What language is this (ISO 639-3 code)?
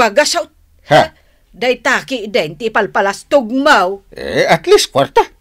ilo